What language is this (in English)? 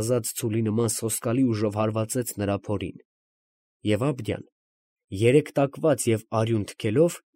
Armenian